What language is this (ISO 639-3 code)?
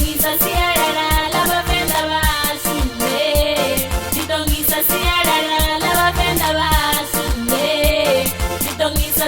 ven